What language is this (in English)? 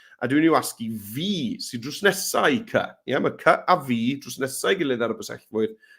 Welsh